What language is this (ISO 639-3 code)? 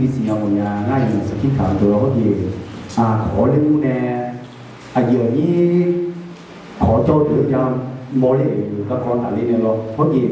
ahk